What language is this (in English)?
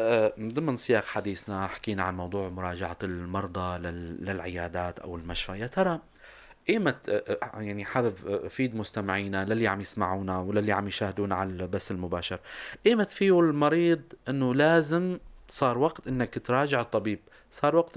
North Levantine Arabic